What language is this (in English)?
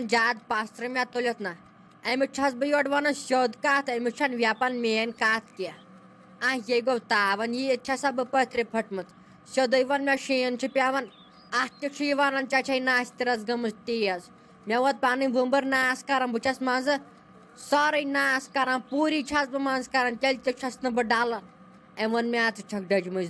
Kashmiri